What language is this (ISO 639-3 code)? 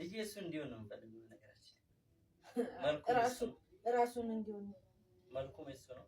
amh